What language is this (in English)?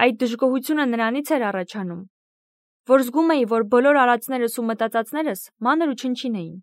Armenian